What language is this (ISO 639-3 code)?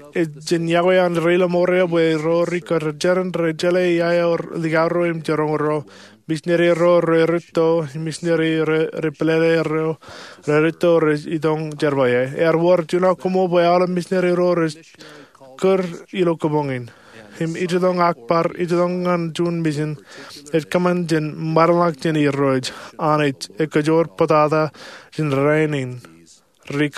mah